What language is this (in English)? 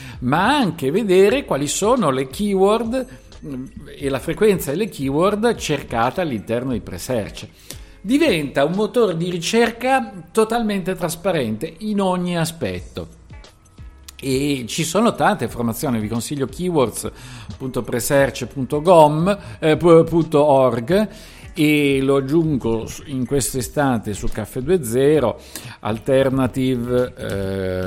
Italian